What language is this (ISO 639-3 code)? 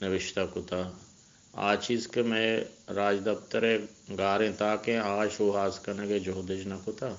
bgp